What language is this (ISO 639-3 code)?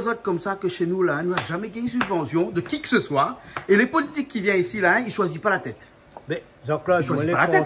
rcf